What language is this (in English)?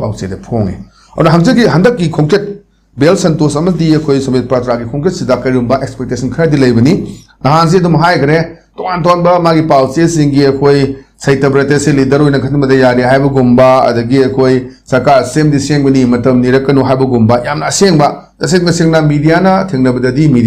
Manipuri